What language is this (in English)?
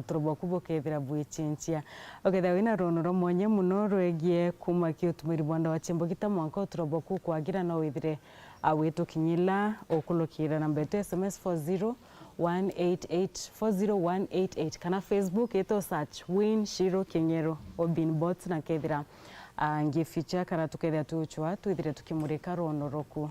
Meru